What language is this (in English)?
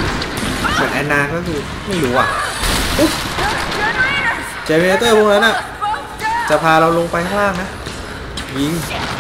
Thai